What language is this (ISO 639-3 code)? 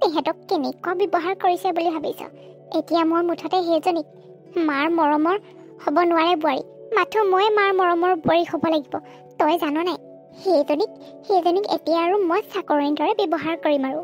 asm